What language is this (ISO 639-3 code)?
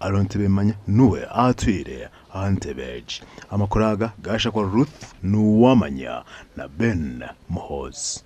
nyn